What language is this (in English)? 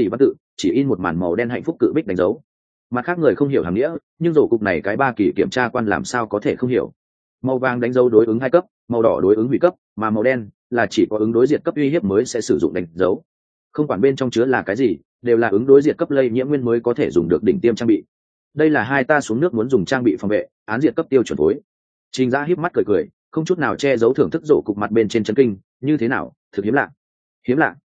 Vietnamese